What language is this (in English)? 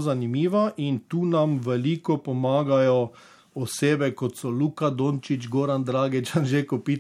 Slovenian